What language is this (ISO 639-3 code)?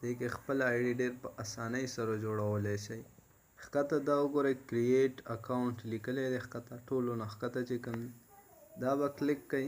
pus